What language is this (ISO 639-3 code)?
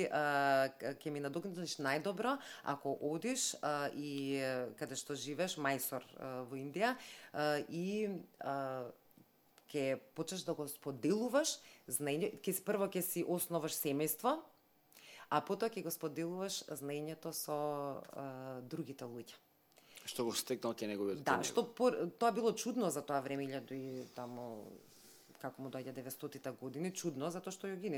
mkd